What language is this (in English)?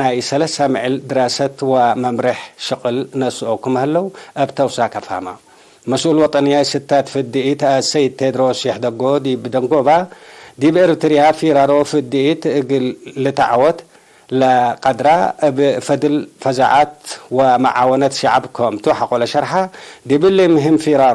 Tigre